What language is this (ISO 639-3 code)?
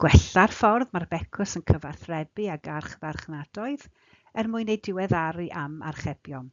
cym